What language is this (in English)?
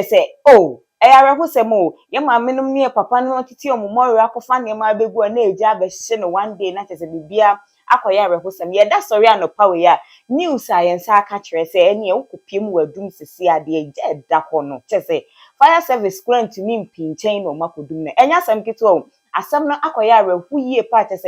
Akan